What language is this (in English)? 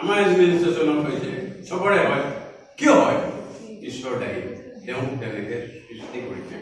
Assamese